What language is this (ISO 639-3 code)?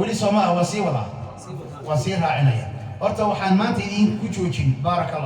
som